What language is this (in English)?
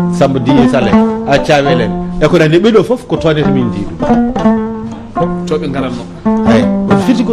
Fula